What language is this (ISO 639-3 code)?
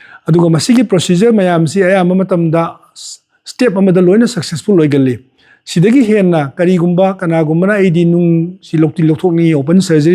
mni